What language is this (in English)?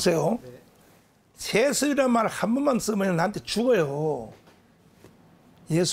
Korean